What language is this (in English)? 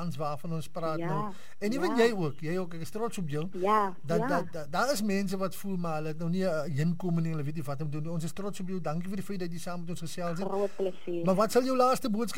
Afrikaans